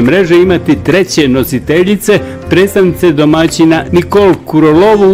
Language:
Bosnian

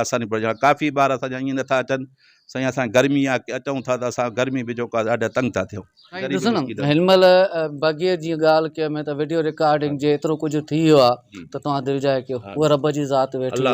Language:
Sindhi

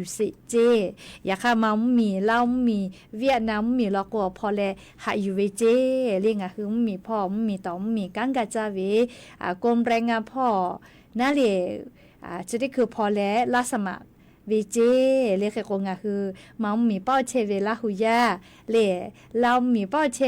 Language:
Lahu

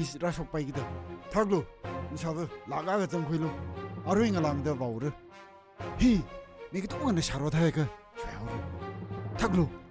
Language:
Tangkhul Naga (India)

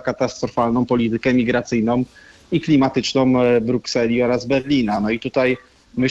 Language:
Polish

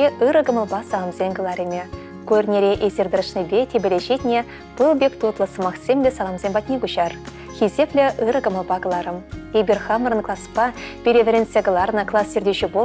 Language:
Chuvash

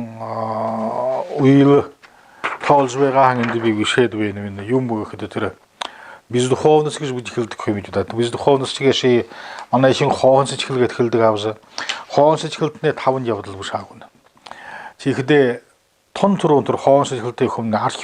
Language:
Buriat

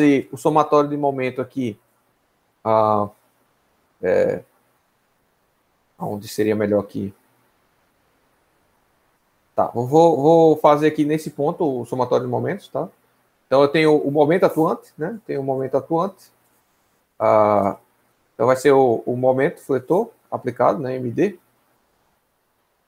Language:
Portuguese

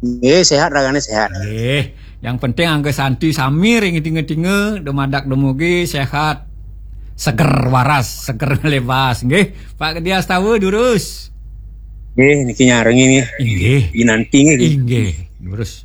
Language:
Balinese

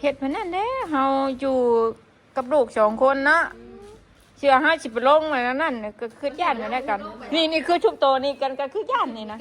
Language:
Northeastern Thai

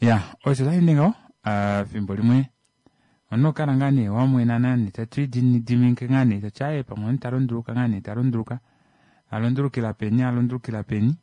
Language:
Kuanyama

